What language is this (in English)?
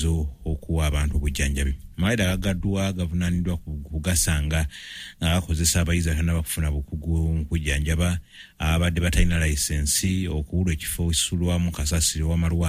Ganda